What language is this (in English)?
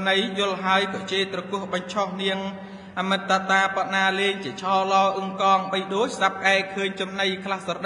Khmer